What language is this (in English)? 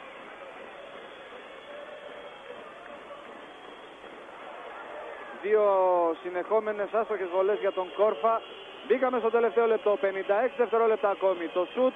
Greek